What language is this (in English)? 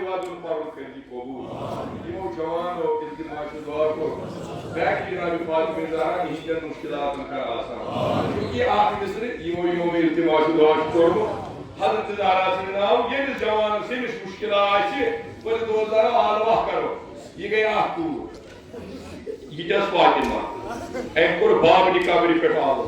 Kashmiri